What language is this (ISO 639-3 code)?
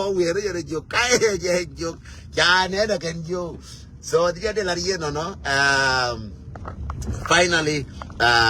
nus